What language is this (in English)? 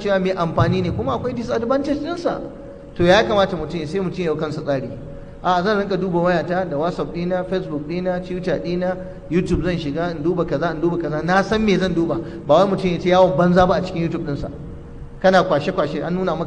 Hausa